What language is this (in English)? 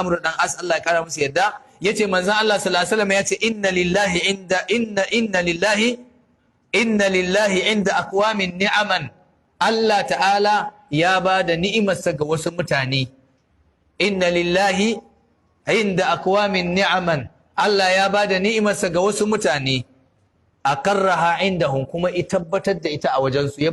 Hausa